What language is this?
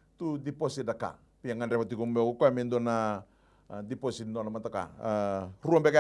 Fijian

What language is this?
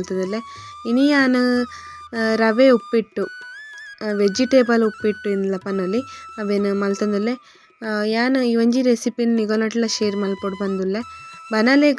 Tulu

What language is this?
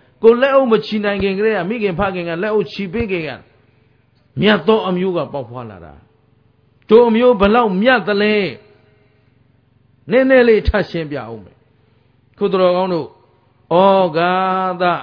Burmese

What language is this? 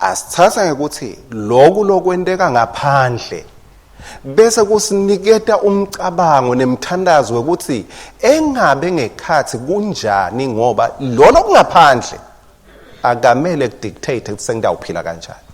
Swati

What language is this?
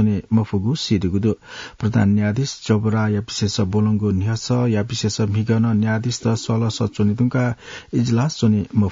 Newari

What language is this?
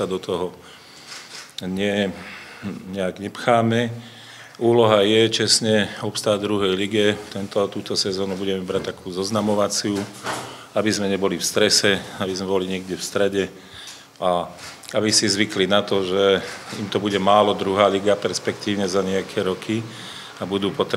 Slovak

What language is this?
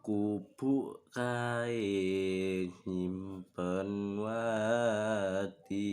Javanese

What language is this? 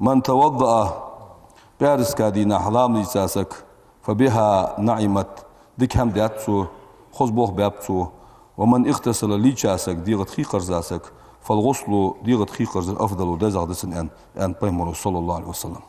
Ingush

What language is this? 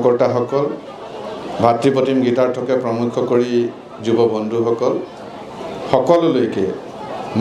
Assamese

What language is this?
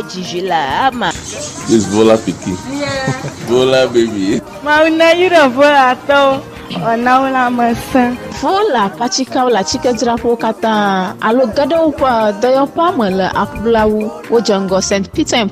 Ewe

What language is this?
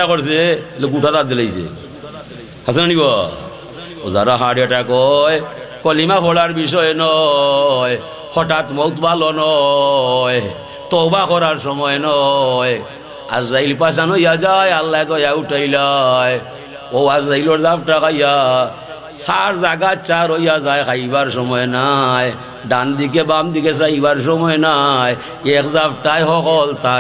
Sylheti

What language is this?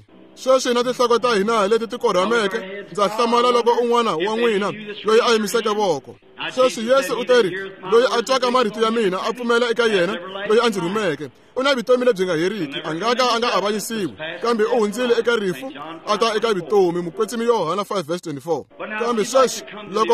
Tsonga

